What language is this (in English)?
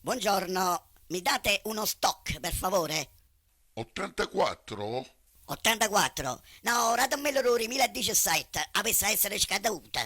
Neapolitan